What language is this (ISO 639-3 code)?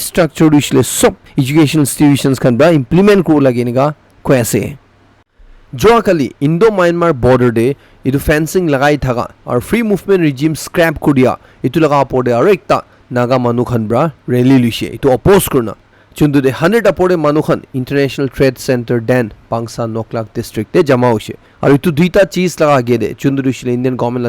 nag